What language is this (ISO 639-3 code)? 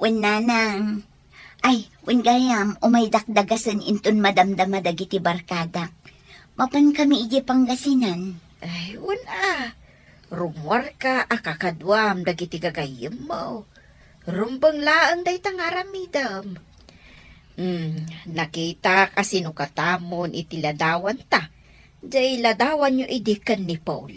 ilo